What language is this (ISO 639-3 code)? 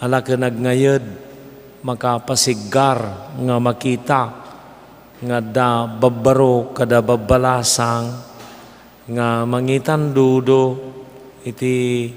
ilo